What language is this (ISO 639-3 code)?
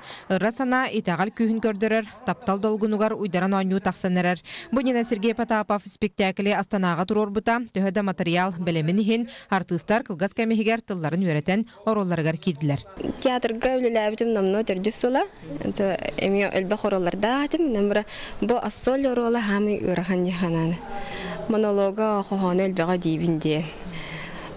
sah